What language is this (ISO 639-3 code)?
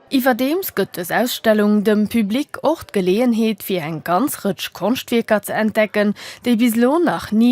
ltz